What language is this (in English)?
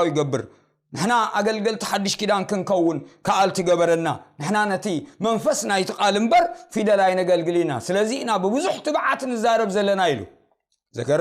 Tigrinya